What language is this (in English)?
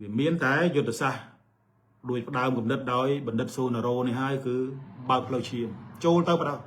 Khmer